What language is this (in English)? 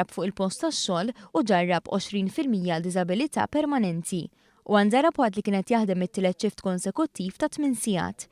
Maltese